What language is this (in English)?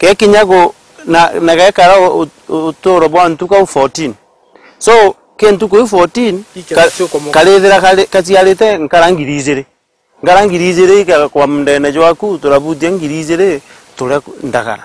Meru